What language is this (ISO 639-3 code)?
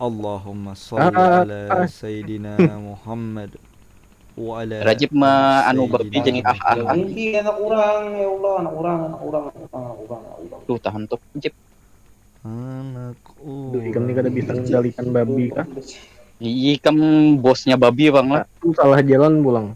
bjn